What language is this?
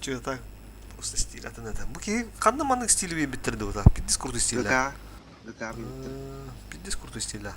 Yakut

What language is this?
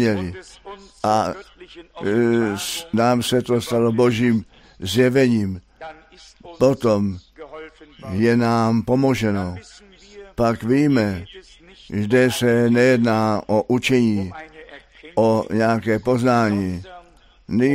Czech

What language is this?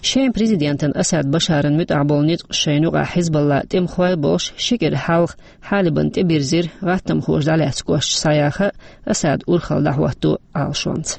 Chechen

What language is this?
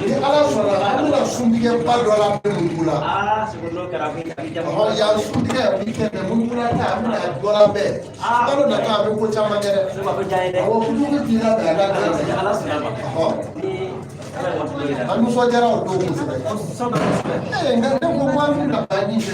Bambara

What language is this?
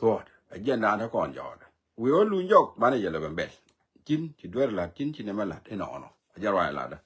Nuer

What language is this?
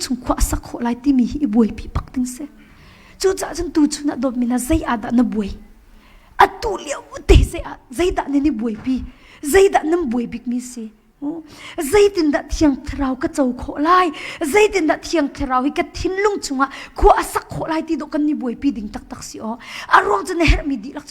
Hakha Chin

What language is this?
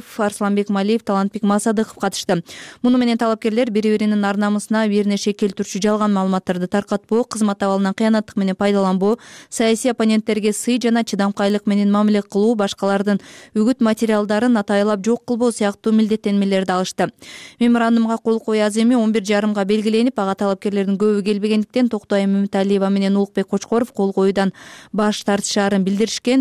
Kyrgyz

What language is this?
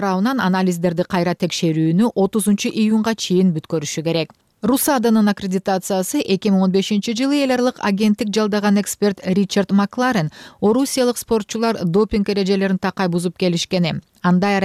Kyrgyz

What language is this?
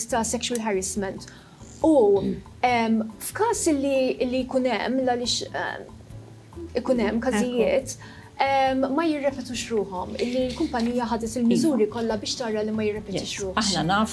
Maltese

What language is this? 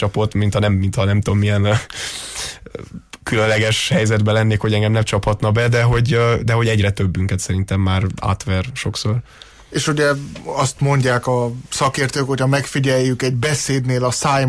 Hungarian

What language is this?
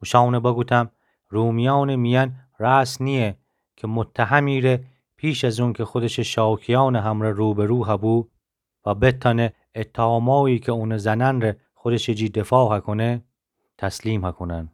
Gilaki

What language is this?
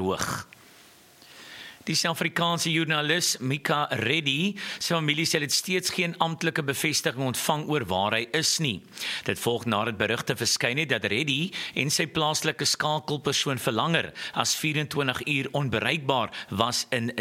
Afrikaans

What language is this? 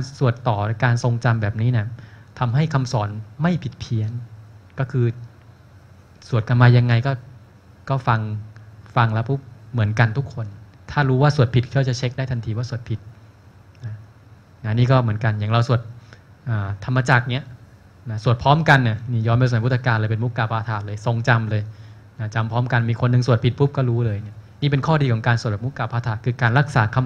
Thai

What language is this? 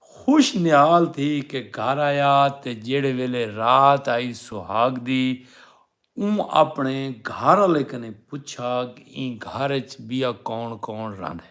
Saraiki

